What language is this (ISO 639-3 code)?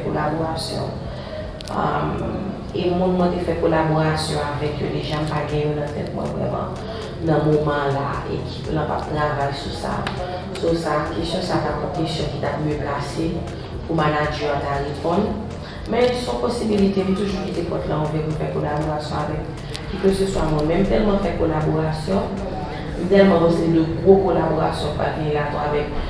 hat